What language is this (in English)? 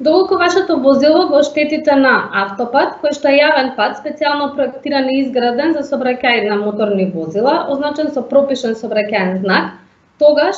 Macedonian